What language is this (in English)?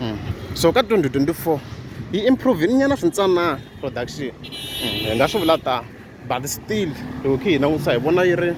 Tsonga